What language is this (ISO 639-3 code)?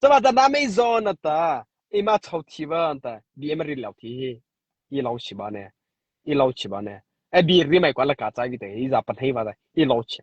mrh